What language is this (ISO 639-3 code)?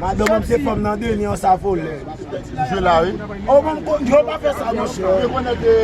hat